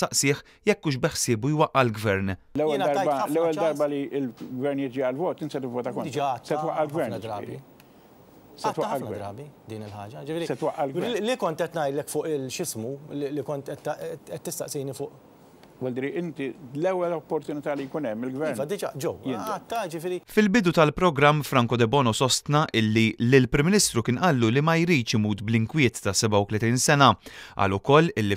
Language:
Maltese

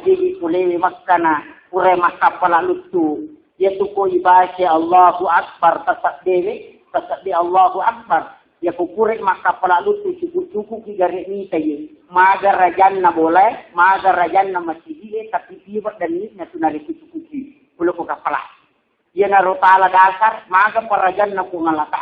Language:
Buginese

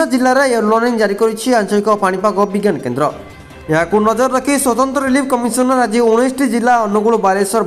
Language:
Odia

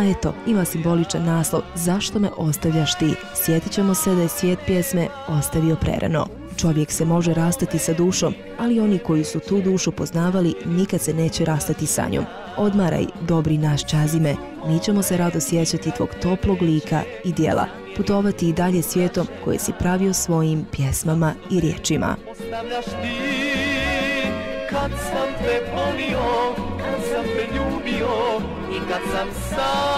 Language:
Bosnian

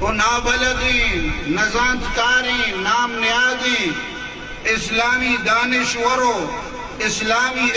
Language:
Eastern Balochi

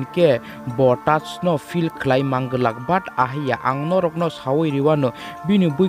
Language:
Kok Borok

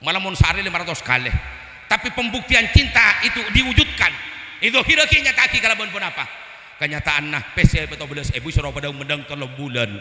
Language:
Madurese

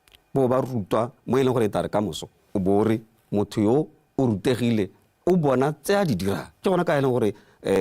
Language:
Tswana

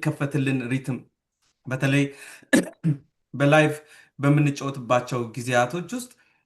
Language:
Amharic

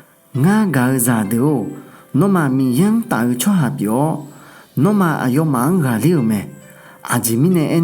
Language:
Akha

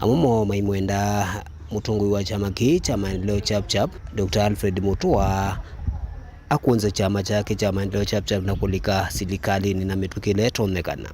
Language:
Kamba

